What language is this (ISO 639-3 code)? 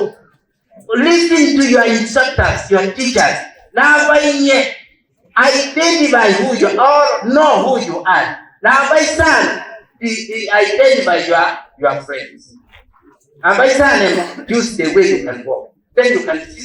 guz